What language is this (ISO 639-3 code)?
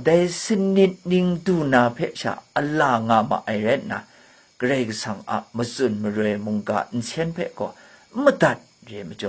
kac